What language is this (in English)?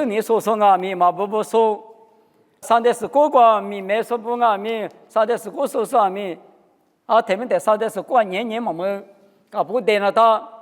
Lisu